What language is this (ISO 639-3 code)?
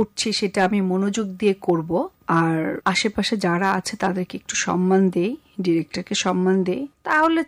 ben